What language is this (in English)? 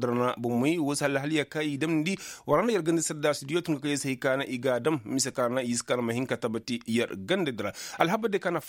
Koyraboro Senni